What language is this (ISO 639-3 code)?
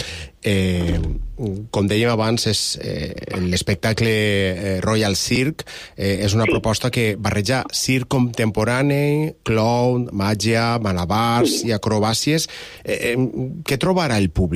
cat